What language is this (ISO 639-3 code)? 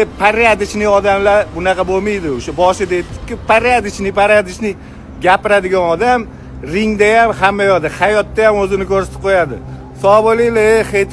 uzb